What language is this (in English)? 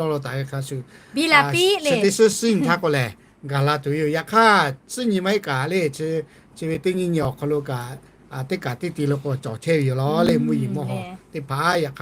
Lahu